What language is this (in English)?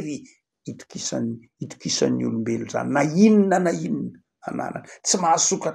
Malagasy